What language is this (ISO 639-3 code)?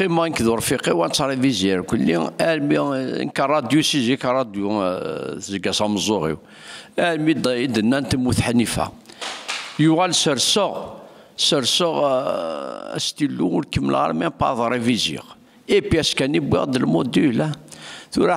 kab